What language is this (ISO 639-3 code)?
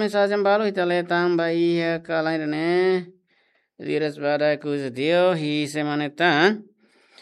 tet